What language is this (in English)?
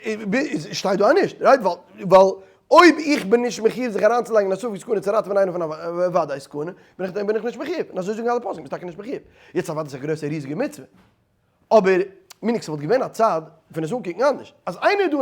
Yiddish